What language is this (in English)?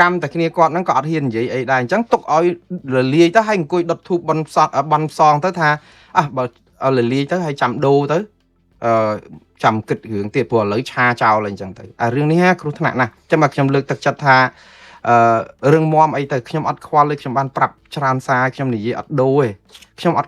Khmer